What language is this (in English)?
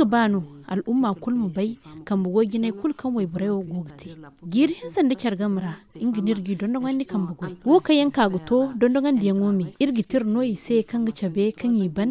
Zarma